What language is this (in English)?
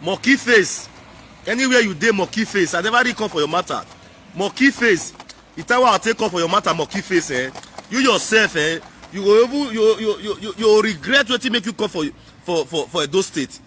Nigerian Pidgin